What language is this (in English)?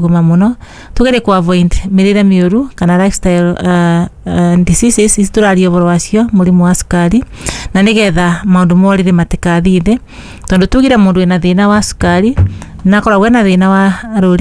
Kikuyu